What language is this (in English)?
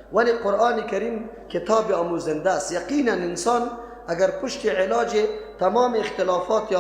Persian